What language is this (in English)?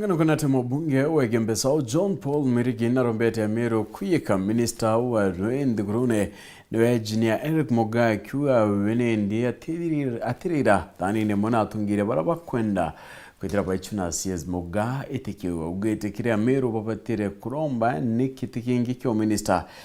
Meru